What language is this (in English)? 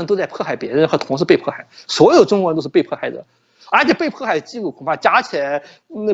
Chinese